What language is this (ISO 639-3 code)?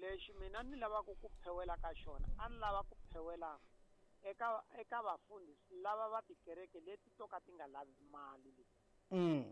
tso